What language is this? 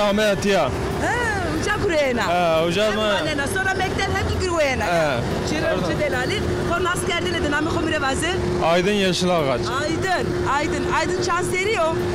Zaza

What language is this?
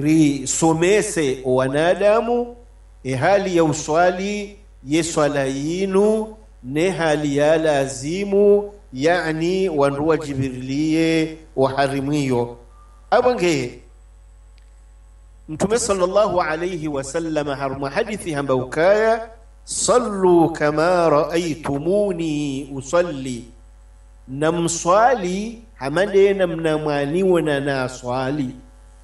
Swahili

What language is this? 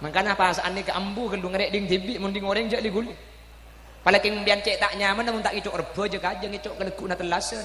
Madurese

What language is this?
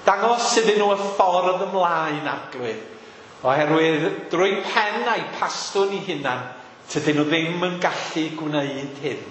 Welsh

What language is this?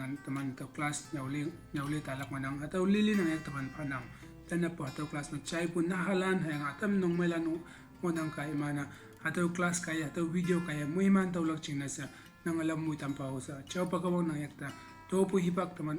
Konyak Naga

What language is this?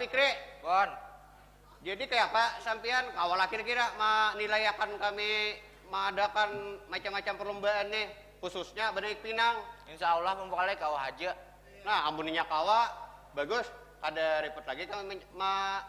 Banjar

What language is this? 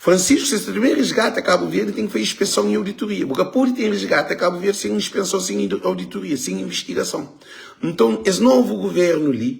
Kabuverdianu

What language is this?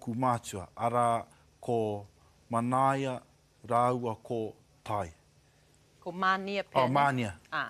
Māori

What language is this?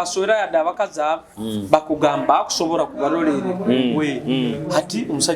Nyoro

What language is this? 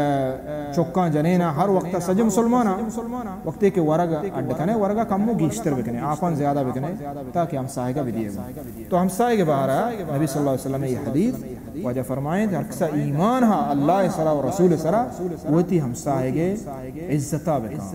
Baluchi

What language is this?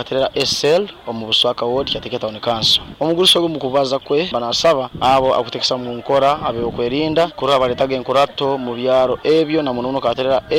Nyoro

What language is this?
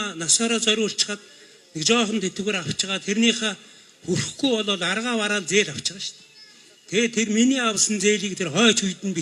Mongolian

